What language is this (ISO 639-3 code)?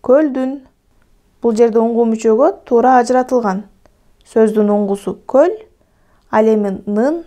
kir